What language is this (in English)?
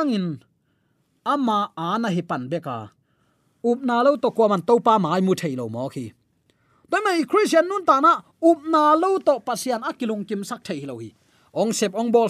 Tedim Chin